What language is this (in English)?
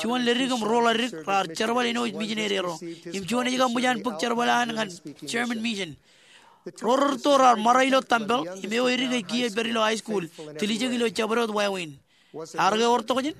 Marshallese